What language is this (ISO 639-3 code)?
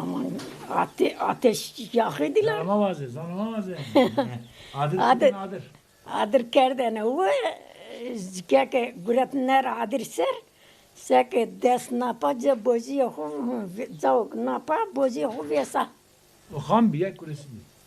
zza